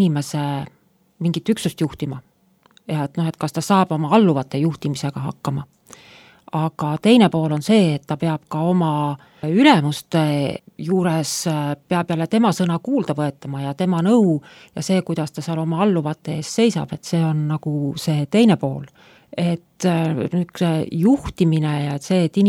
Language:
Estonian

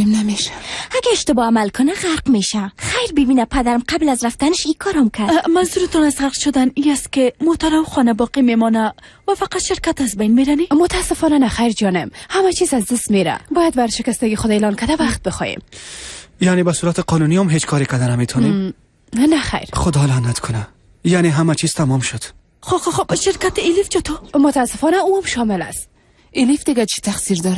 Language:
Persian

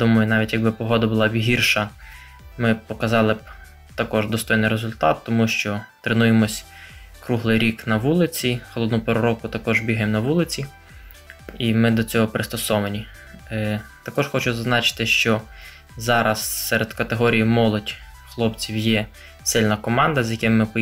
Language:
Ukrainian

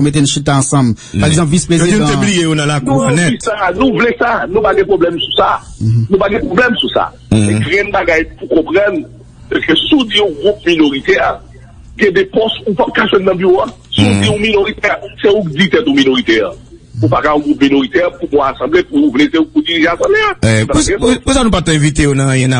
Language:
Haitian Creole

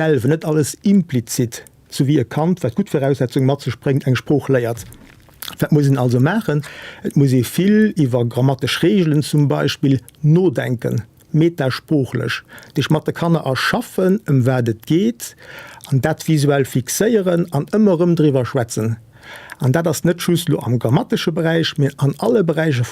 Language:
Luxembourgish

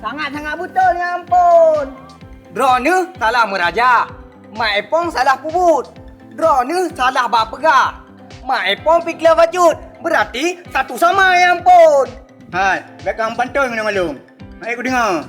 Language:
Achinese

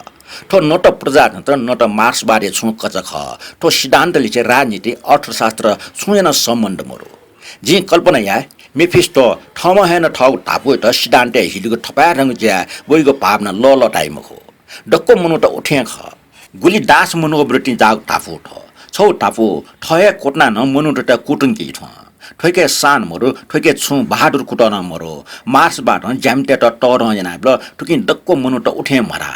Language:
Newari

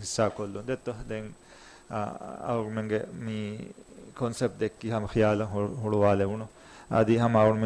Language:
Divehi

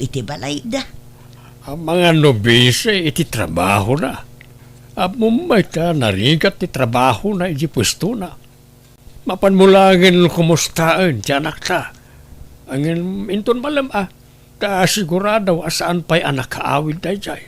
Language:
Iloko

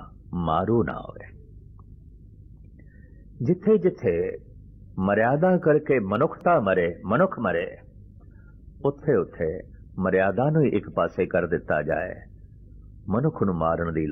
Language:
Punjabi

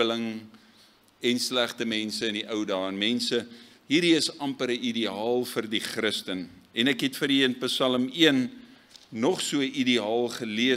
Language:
Afrikaans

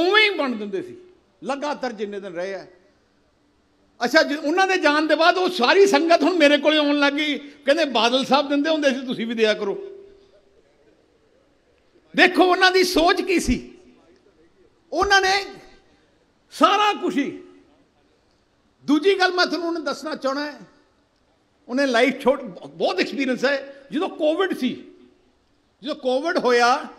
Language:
Punjabi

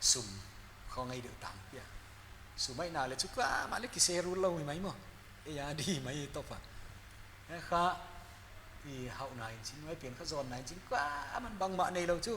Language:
Paite Chin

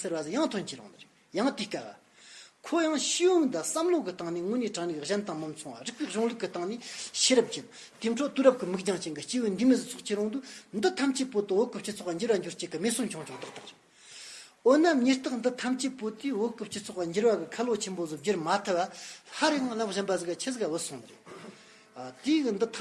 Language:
Amdo Tibetan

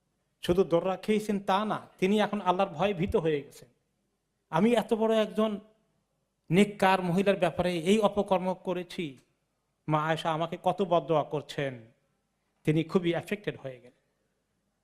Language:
Bangla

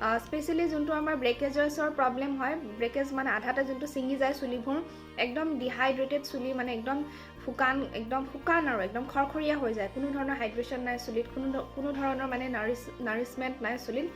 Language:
Assamese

